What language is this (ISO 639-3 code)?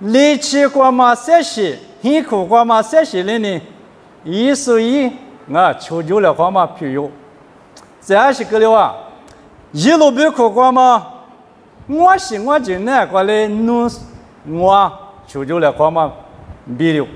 lis